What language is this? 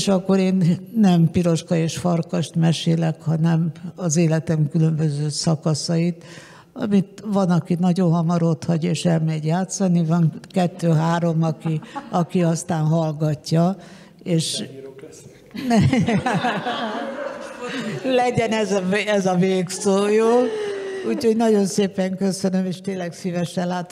Hungarian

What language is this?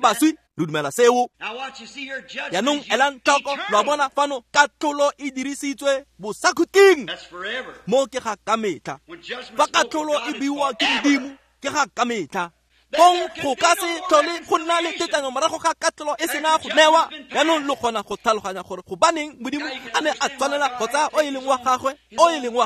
Tswana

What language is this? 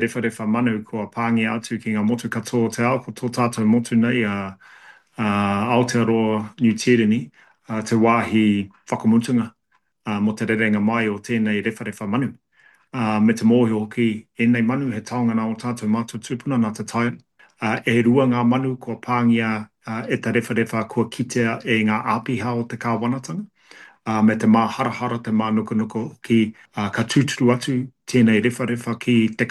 Māori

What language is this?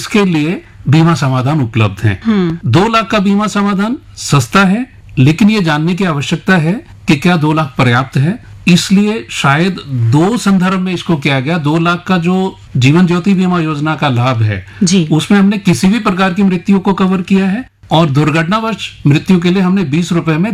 Hindi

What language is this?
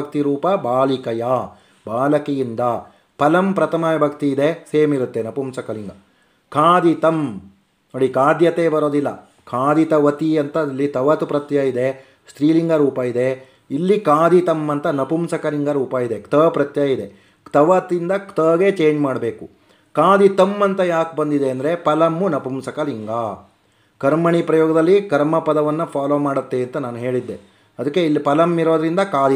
Kannada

